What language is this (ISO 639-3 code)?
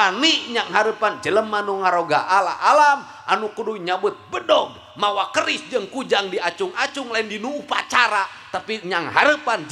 sun